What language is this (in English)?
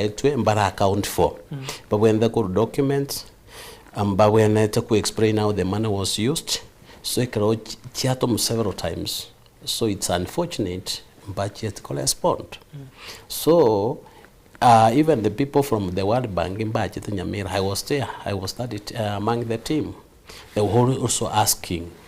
Gusii